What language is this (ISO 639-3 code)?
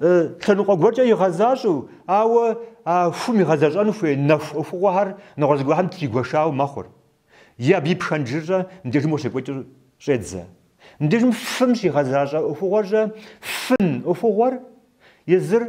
kbd